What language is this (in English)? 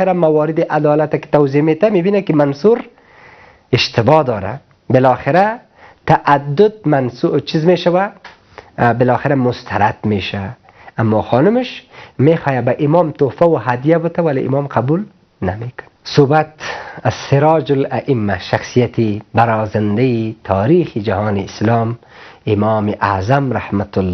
Persian